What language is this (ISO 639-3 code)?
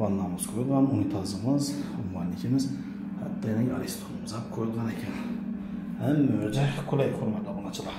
uzb